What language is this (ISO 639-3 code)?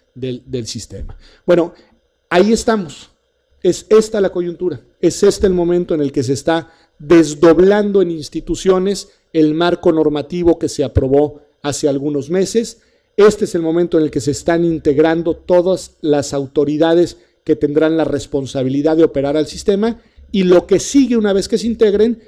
spa